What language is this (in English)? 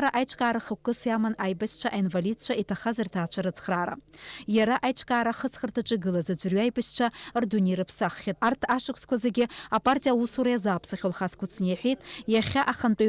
Abkhazian